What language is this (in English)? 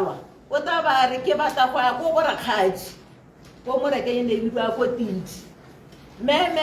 Tswana